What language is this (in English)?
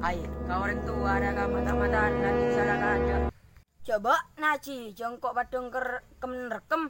Madurese